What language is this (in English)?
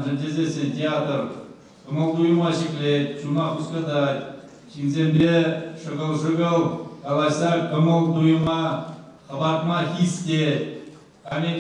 Chuvash